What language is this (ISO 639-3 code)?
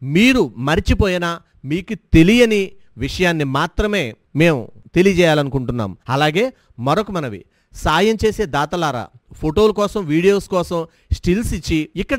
tel